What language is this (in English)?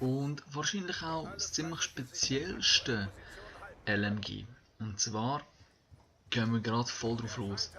Swiss German